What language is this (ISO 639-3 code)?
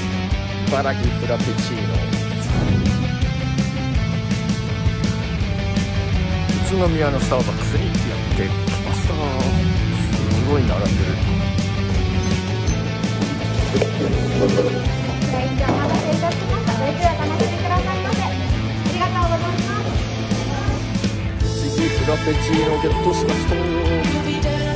jpn